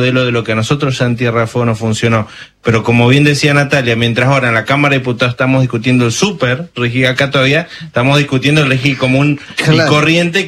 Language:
Spanish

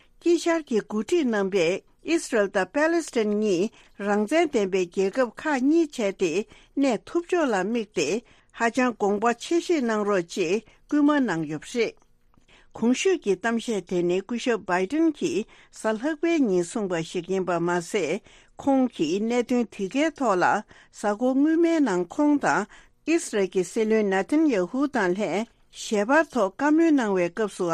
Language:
Tibetan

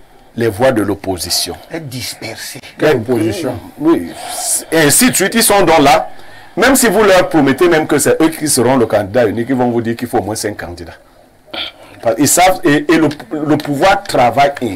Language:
French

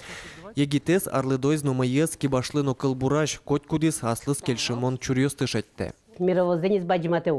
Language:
Udmurt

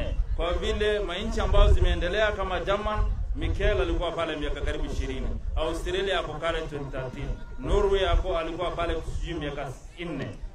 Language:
Swahili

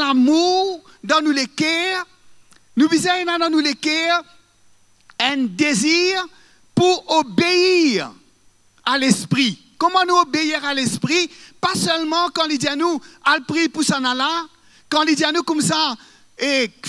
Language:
Morisyen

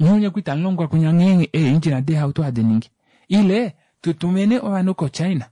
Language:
Kuanyama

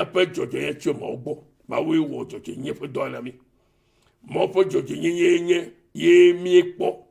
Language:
Ewe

